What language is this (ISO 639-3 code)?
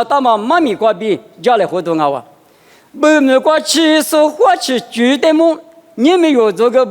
lis